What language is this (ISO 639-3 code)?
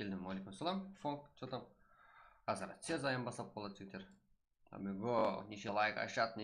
kaa